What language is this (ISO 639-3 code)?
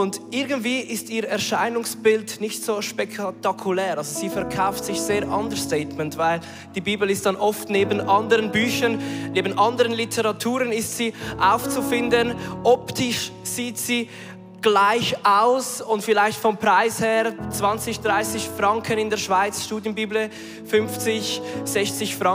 gsw